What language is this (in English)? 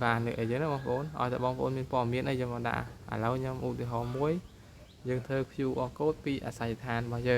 Khmer